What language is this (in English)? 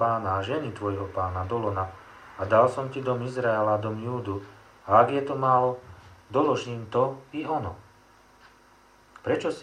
Slovak